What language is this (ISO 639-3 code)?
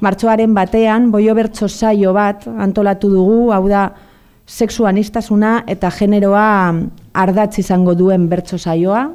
eus